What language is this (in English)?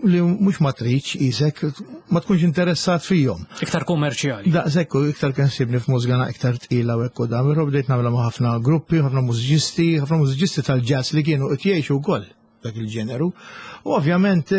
Maltese